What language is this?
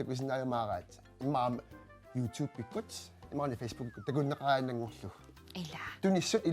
Kalaallisut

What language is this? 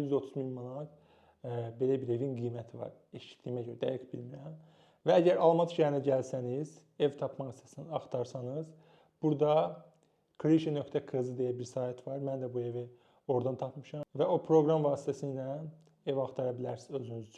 Azerbaijani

